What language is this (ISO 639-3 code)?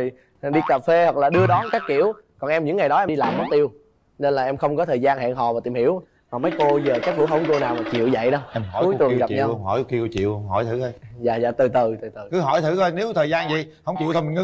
vie